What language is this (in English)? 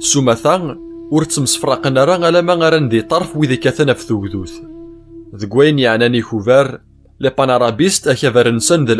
Kabyle